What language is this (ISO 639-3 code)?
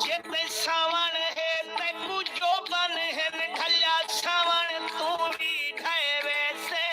skr